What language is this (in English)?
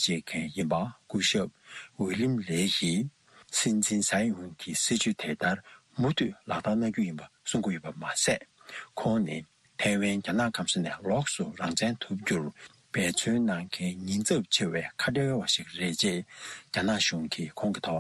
Tibetan